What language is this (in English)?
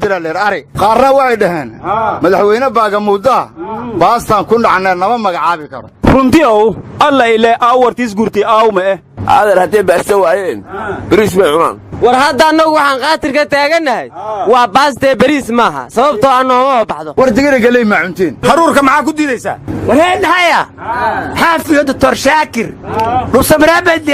Somali